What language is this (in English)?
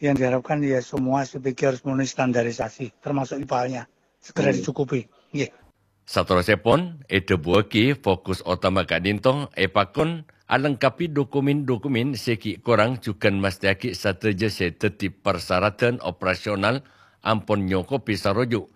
Madurese